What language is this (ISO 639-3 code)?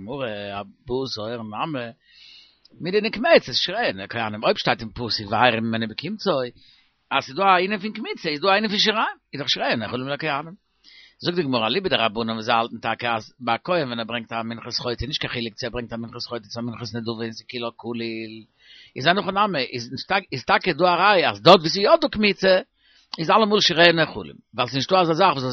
yid